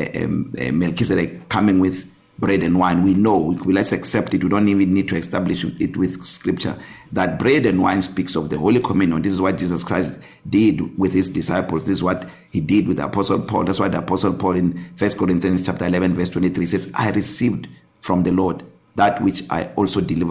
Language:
English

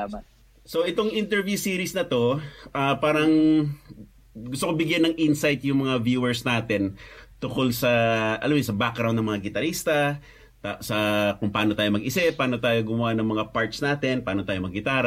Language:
Filipino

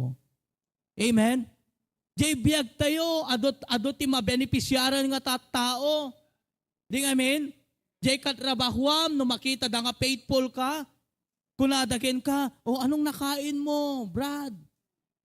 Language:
Iloko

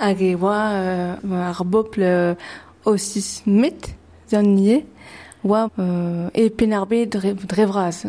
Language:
Breton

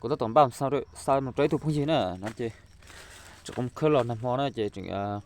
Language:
Hmong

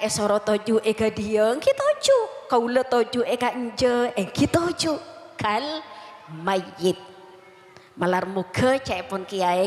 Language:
Madurese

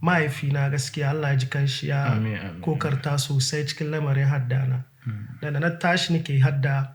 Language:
Hausa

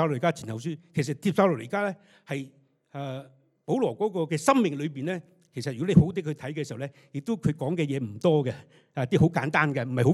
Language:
Cantonese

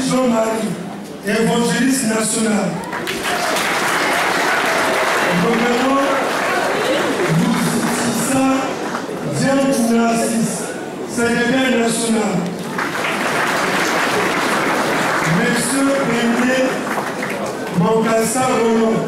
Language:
French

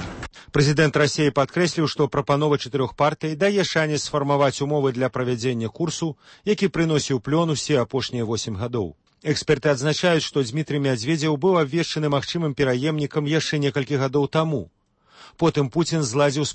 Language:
Belarusian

